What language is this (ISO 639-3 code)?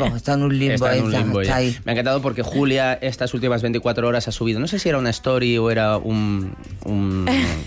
spa